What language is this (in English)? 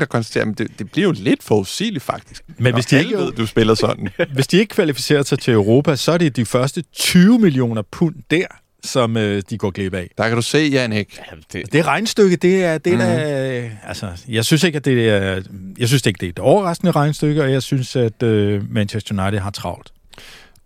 Danish